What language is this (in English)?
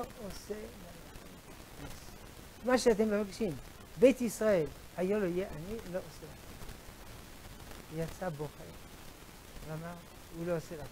Hebrew